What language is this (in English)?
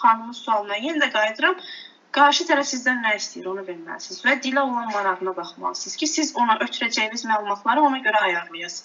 Azerbaijani